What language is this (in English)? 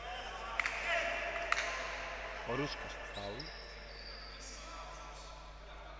Greek